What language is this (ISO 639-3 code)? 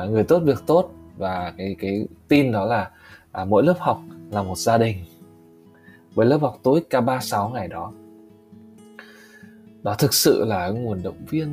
vie